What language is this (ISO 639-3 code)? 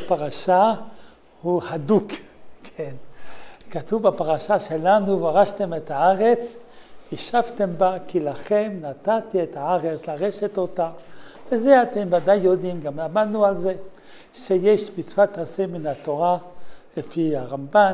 heb